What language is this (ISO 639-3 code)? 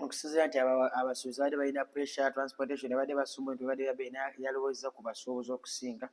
lug